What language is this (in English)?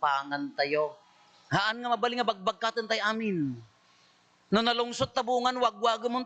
Iloko